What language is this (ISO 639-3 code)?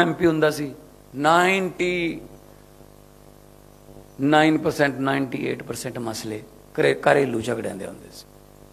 pan